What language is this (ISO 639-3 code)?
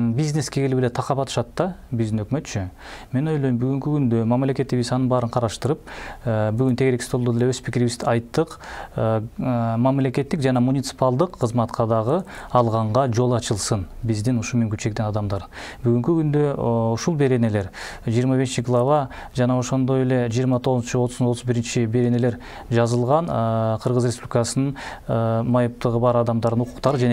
kir